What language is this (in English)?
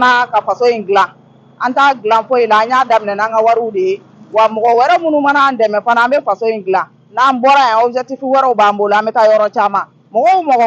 Bambara